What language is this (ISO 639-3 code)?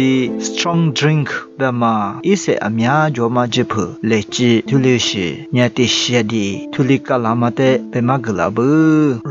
lis